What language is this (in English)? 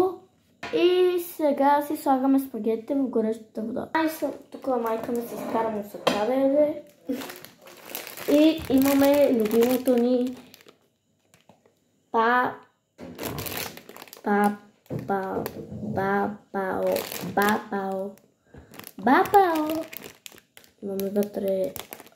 Bulgarian